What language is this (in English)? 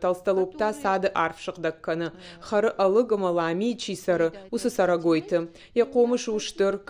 Ossetic